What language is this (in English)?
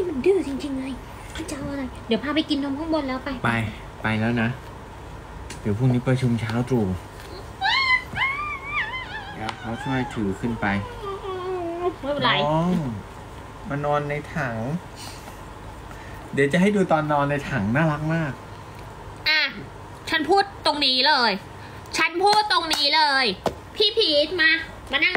Thai